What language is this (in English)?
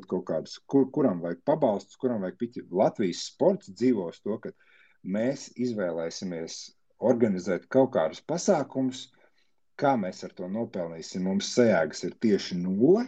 Latvian